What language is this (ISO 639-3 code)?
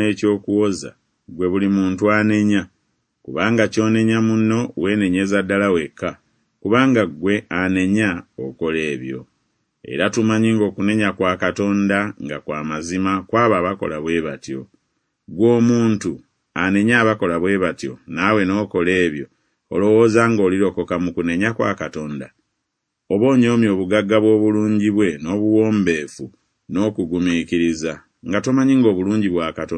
lug